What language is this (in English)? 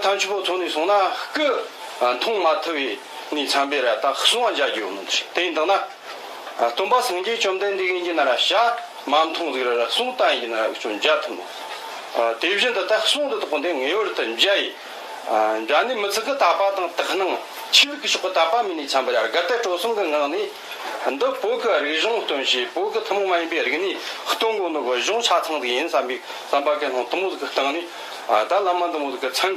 Tibetan